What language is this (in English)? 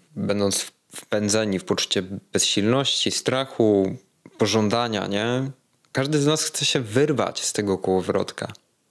Polish